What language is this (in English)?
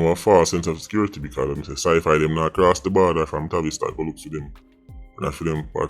Jamaican Creole English